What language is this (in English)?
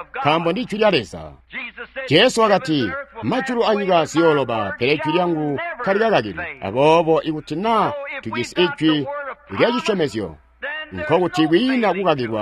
Tonga (Zambia)